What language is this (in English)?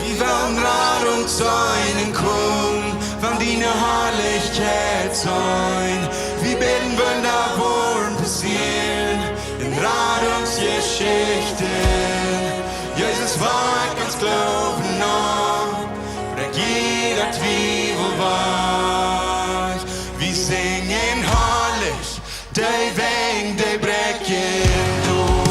Plautdietsch